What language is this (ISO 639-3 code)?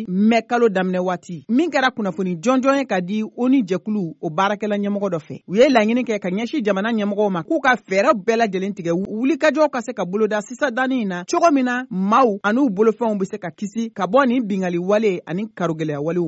bam